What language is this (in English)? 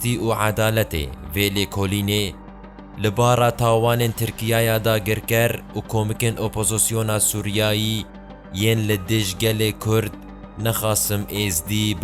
Kurdish